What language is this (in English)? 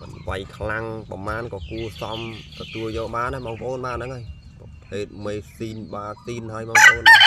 Khmer